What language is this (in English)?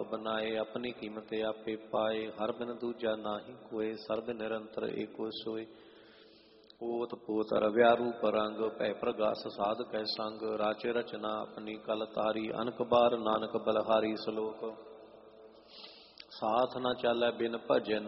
Punjabi